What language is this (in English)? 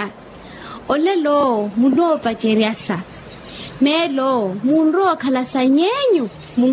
Makhuwa